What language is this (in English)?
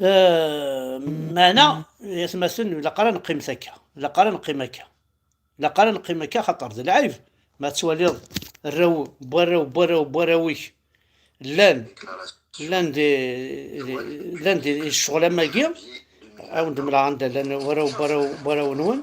Kabyle